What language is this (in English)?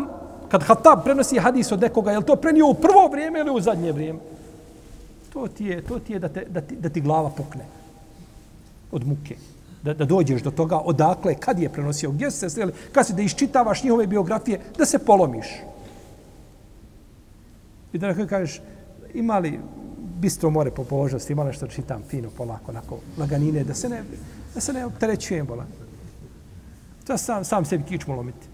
Bosnian